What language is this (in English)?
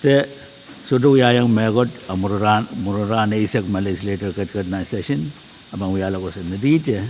Pohnpeian